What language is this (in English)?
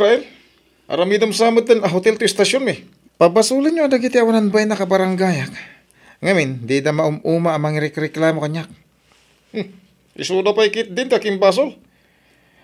Iloko